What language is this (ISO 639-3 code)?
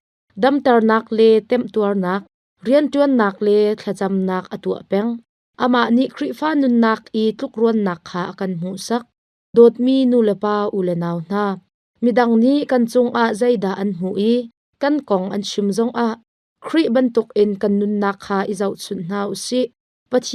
cnh